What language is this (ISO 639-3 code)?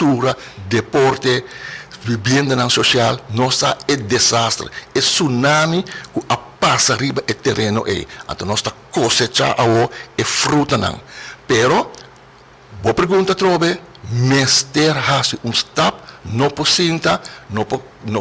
pap